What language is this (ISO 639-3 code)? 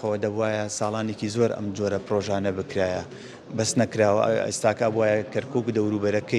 ckb